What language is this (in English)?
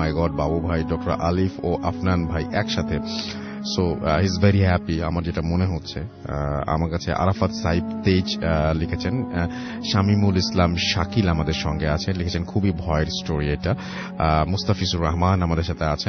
Bangla